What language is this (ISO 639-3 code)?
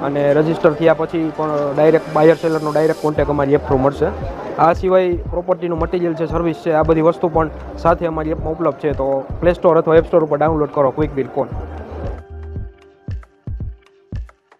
guj